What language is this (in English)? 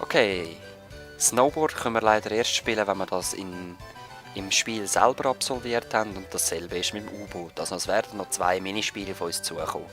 Swiss German